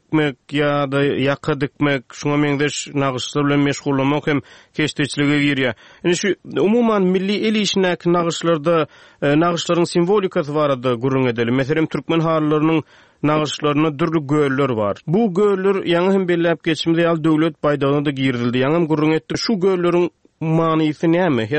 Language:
Turkmen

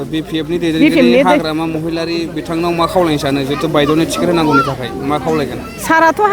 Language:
Bodo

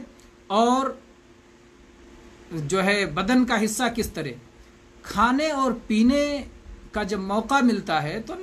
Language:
Urdu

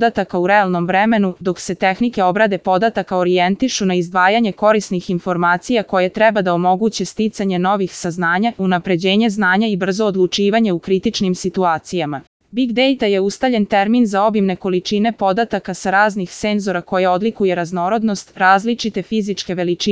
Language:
Serbian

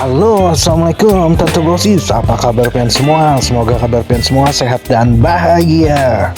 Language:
Banjar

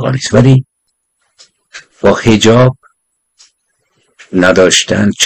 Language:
Persian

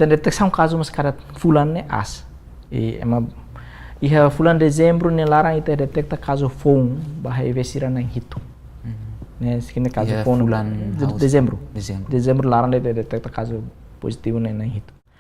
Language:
Tetum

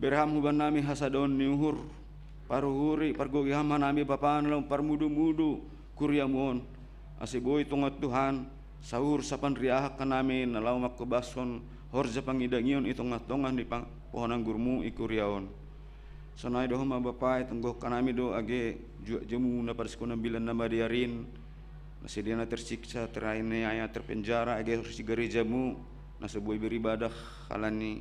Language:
Batak Simalungun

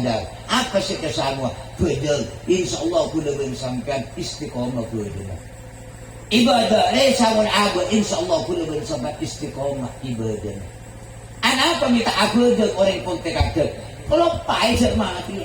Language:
Madurese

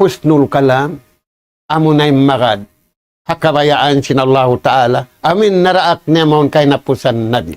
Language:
Tausug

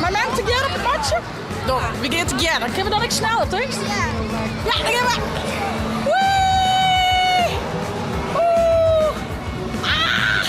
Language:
Western Frisian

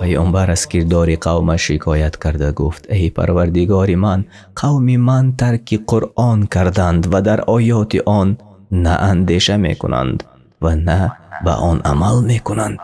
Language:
Tajik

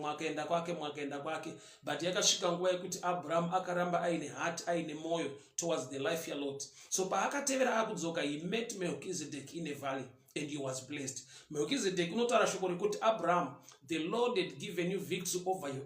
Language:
Shona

